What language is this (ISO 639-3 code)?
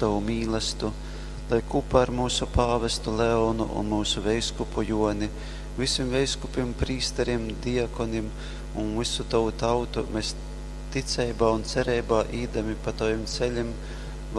ltg